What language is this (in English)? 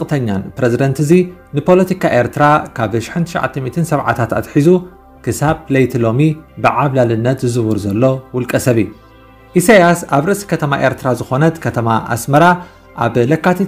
Tigrinya